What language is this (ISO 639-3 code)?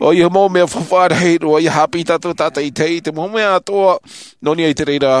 tah